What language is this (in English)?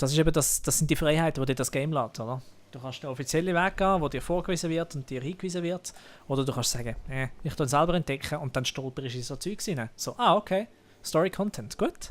Swiss German